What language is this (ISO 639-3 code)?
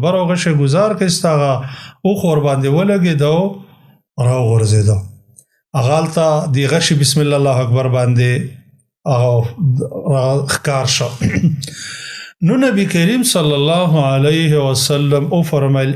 pus